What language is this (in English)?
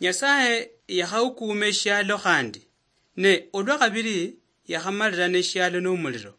Luyia